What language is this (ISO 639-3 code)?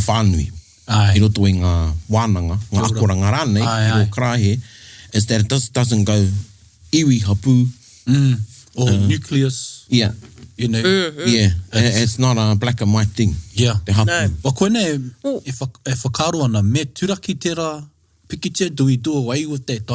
mri